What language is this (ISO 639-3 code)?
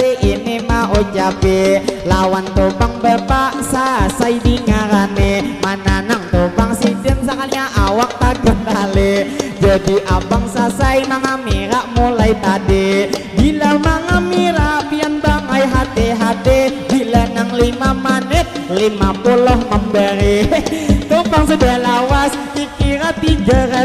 bjn